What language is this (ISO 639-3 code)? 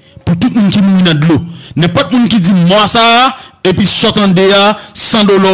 hat